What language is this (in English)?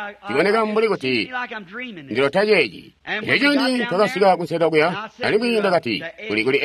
Tonga (Zambia)